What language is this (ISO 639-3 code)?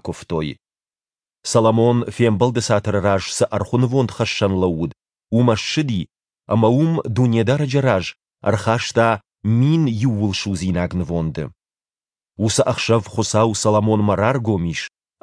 oss